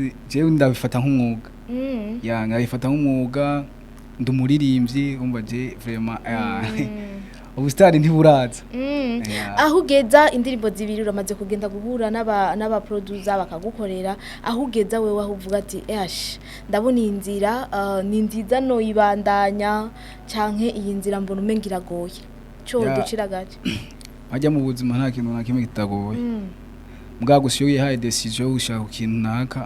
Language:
Rundi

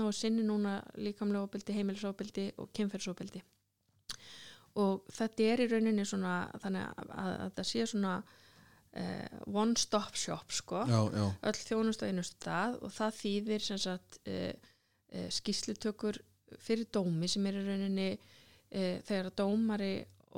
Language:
Icelandic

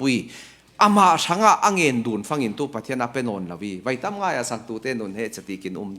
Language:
Falam Chin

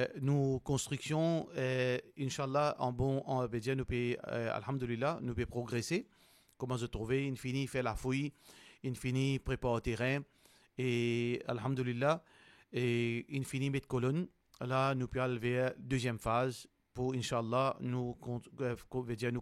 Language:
Morisyen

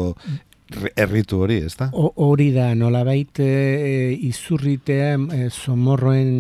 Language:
Basque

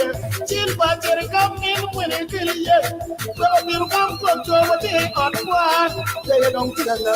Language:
Acoli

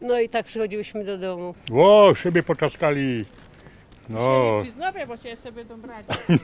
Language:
Silesian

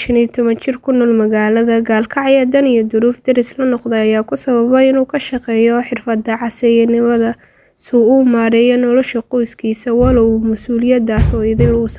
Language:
Somali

